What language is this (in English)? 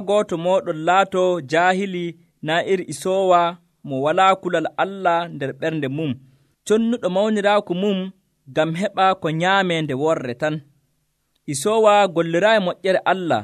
Nigerian Fulfulde